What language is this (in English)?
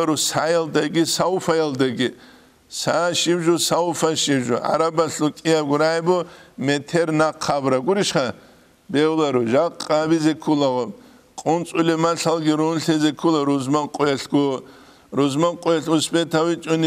Avaric